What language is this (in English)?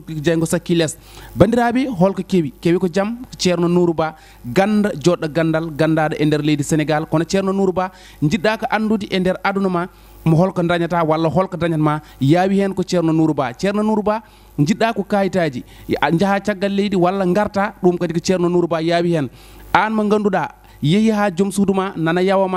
Fula